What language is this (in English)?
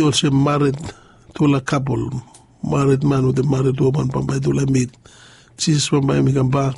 Bislama